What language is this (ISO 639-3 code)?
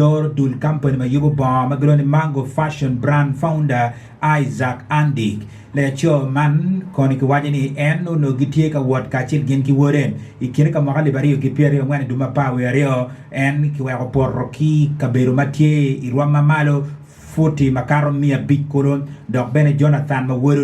ach